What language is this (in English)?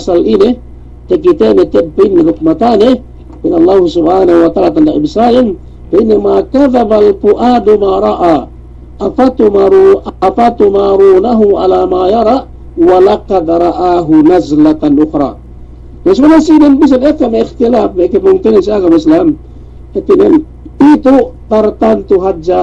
Yakan